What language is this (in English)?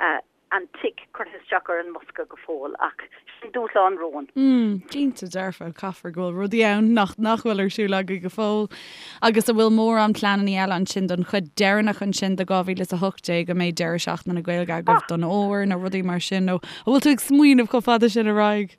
Irish